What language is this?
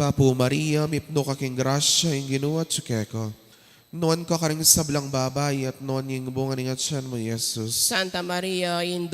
Pampanga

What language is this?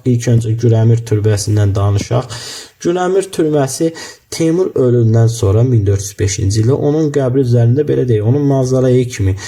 Azerbaijani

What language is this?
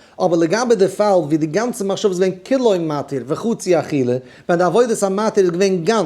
Yiddish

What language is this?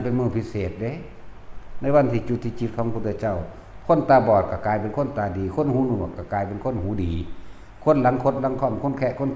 Northeastern Thai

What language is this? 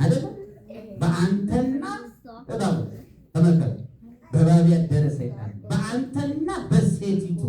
Amharic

